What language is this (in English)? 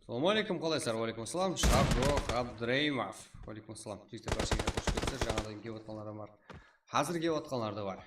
Kara-Kalpak